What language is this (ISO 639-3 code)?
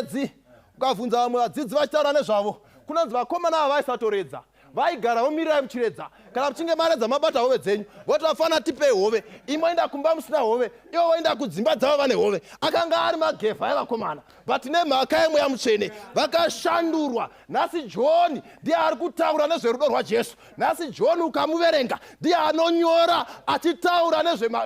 sna